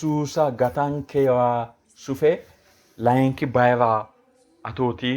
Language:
Sidamo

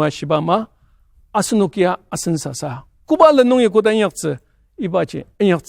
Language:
Ao Naga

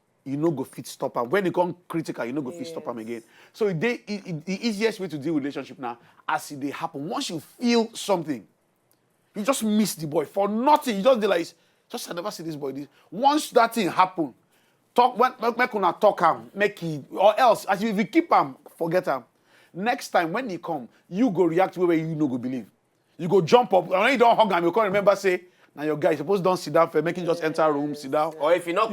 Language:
Nigerian Pidgin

